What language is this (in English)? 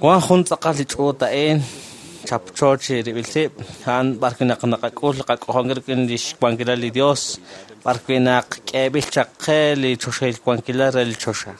Kekchí